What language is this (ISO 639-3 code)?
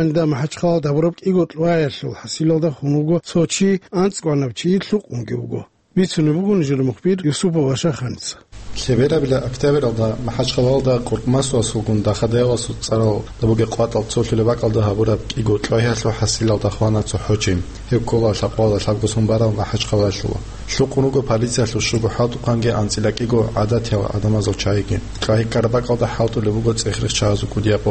ava